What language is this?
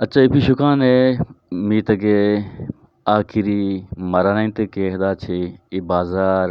Eastern Balochi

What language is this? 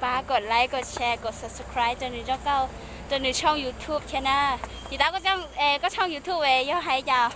Hmong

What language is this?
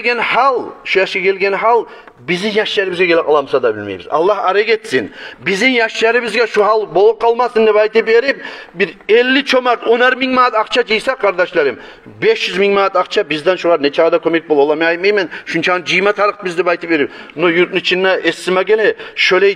Kumyk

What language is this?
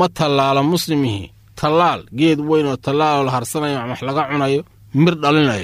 Somali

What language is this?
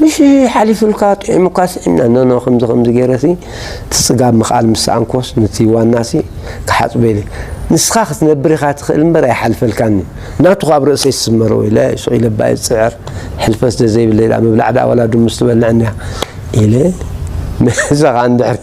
Tigrinya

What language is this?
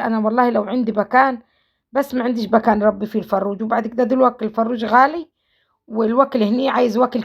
Egyptian Arabic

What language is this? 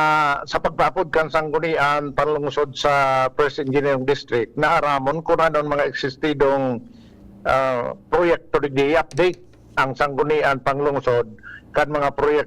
Bikol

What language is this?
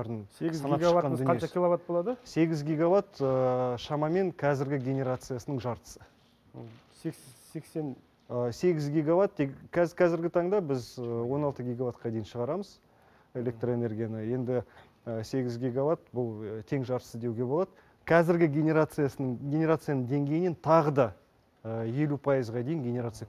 Kazakh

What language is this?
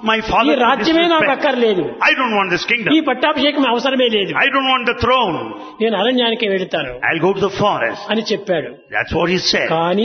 Telugu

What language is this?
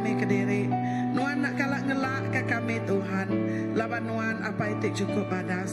Iban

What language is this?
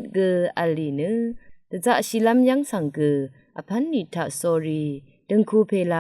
Rawang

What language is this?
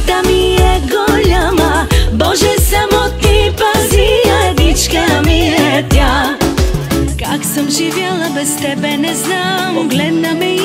Bulgarian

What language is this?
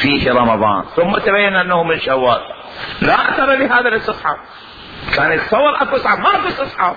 Mesopotamian Arabic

